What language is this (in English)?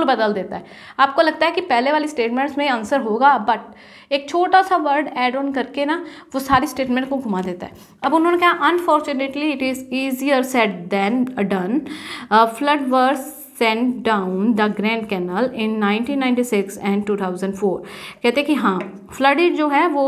Hindi